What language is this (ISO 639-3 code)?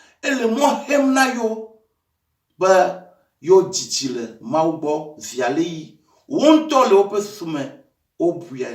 ewe